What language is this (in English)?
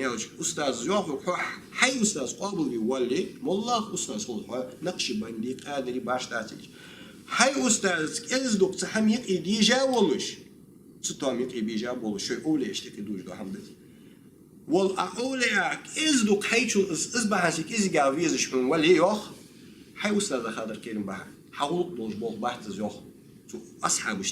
Ingush